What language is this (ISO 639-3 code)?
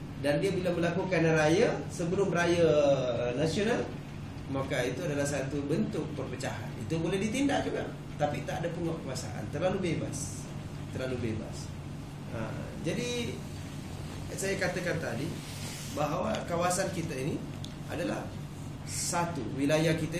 msa